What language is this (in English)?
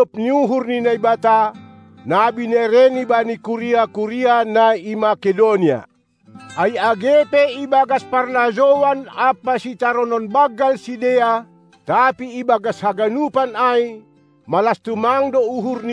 Batak Simalungun